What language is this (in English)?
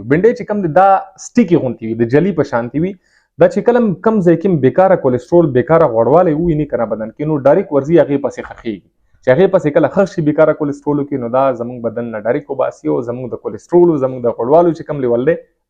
Pashto